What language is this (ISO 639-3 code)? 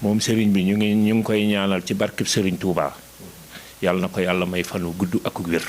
wol